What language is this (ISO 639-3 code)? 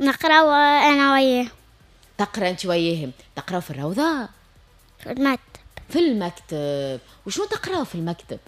aeb